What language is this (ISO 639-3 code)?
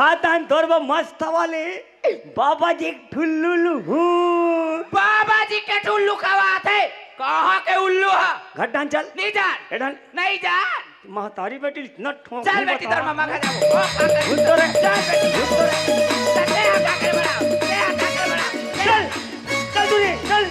hne